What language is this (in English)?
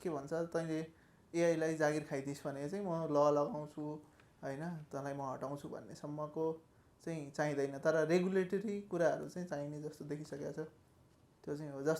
Nepali